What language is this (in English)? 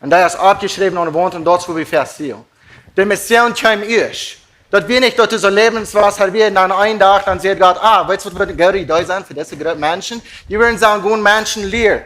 Plautdietsch